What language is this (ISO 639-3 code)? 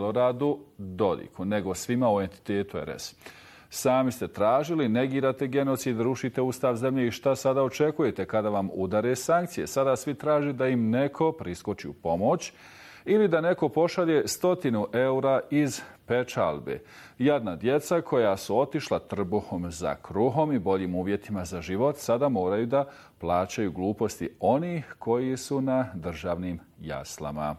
bos